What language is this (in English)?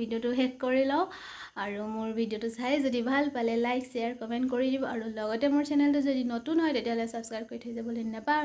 Assamese